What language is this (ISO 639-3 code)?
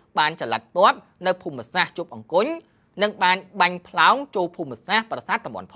khm